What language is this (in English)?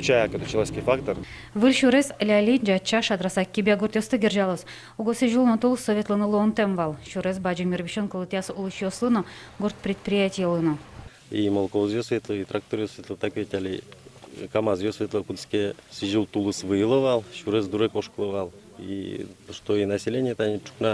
Udmurt